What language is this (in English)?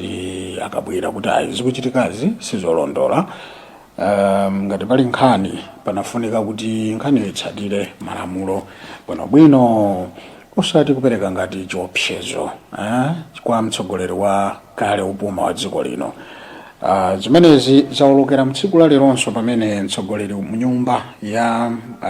Nyanja